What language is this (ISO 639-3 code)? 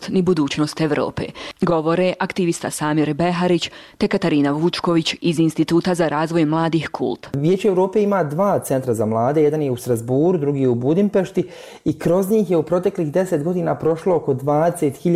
bos